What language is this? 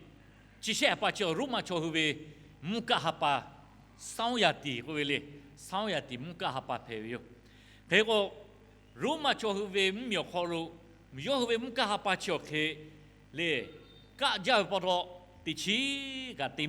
Lahu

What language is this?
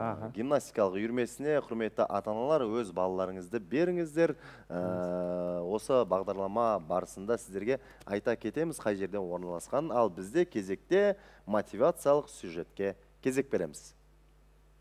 Kazakh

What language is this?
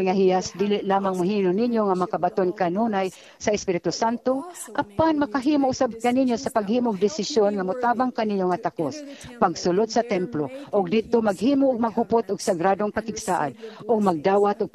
Cebuano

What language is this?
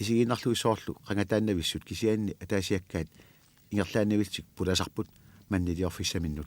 Kalaallisut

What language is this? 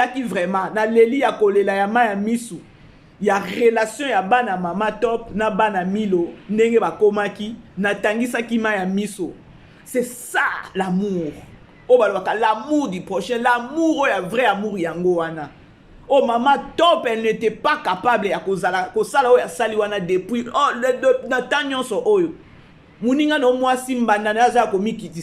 Lingala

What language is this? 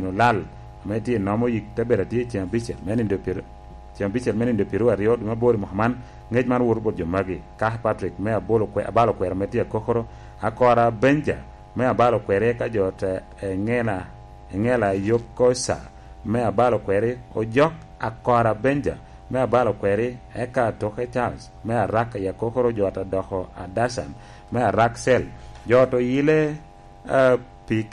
Lango (Uganda)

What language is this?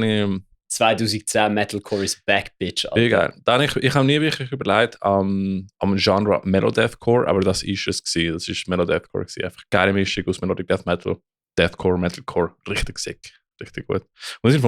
Swiss German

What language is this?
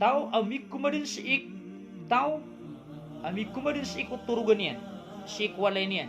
Maranao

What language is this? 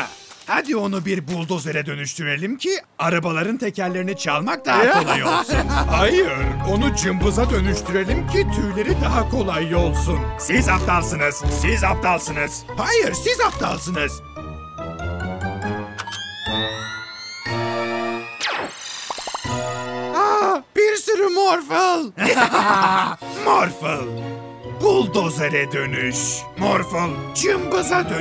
Turkish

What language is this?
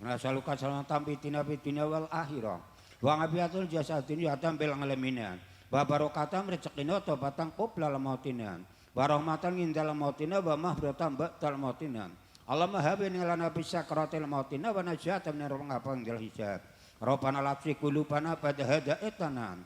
Javanese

